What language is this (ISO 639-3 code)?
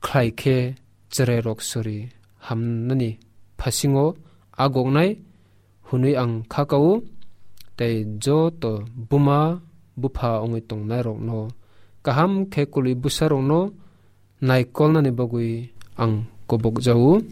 trp